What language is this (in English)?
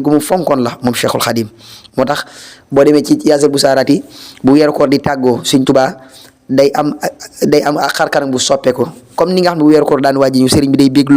Wolof